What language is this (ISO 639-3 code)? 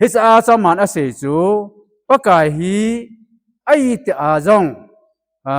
tcz